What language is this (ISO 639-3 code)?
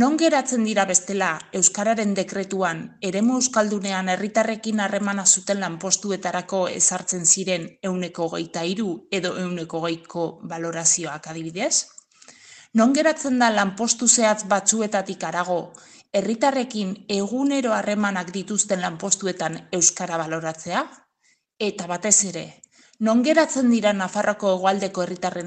eus